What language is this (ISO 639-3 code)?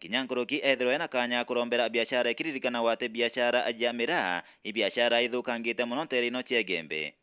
mer